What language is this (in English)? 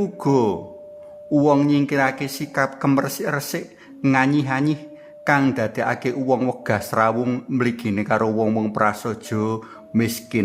Javanese